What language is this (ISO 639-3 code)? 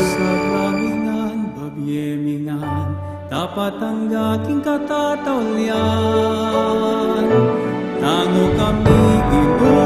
pam